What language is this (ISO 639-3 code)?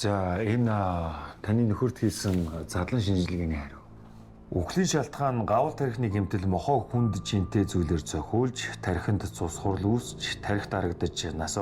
mon